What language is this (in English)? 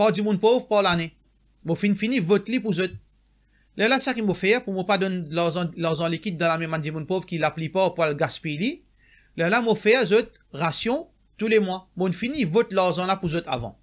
Morisyen